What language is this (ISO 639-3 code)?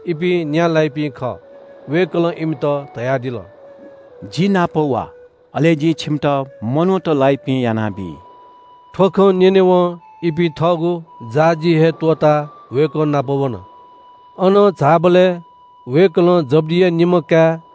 new